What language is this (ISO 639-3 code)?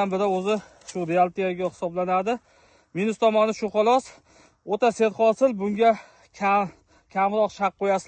uzb